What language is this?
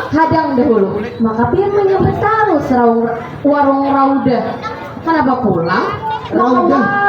Banjar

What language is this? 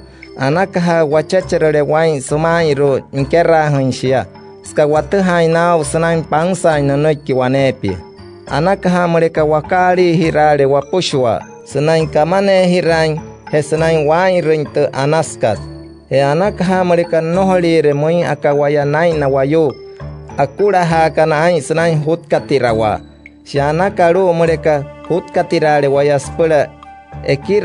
Wayuu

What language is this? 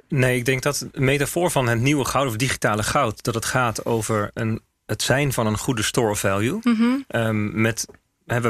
Dutch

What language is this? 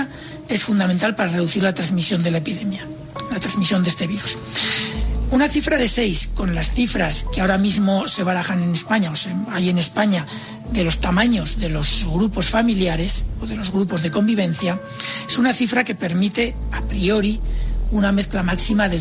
Spanish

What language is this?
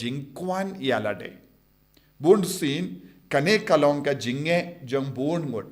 Khasi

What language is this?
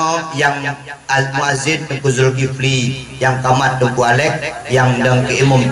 Achinese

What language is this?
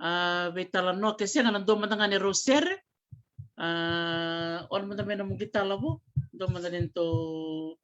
Fijian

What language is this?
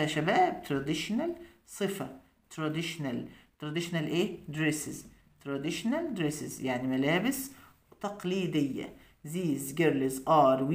Egyptian Arabic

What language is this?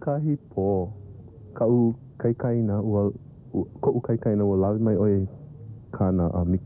Hawaiian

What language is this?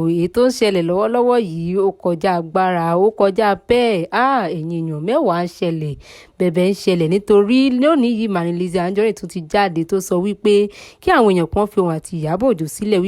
Yoruba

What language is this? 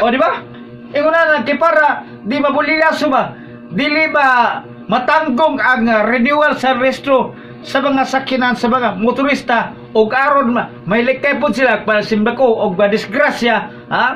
Cebuano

